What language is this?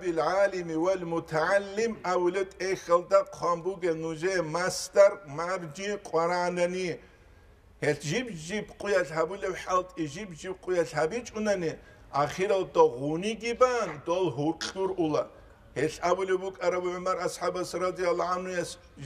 Avaric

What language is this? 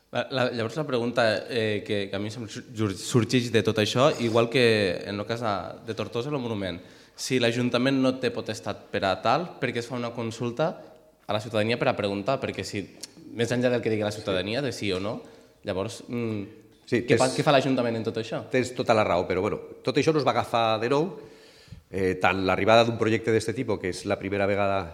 Catalan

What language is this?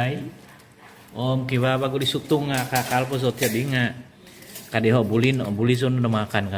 Central Dusun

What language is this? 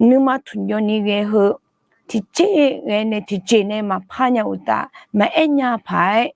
Akha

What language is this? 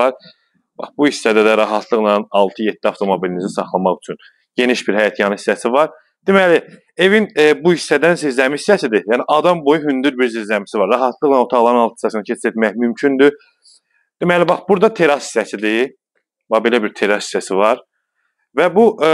Azerbaijani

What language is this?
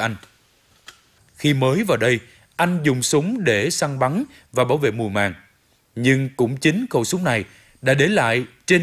Vietnamese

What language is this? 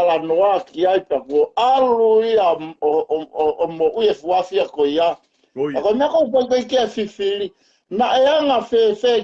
Tongan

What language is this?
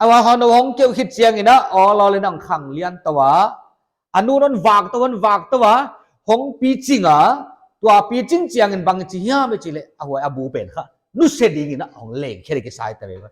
Paite Chin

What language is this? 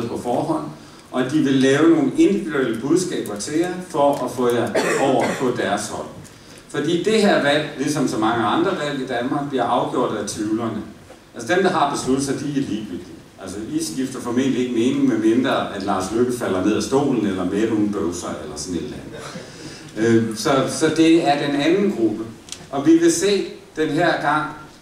Danish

